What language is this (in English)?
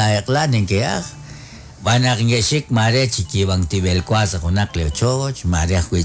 Kekchí